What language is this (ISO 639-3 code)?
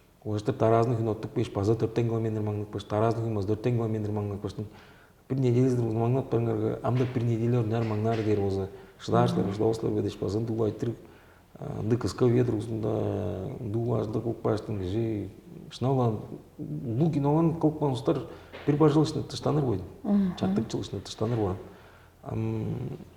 tyv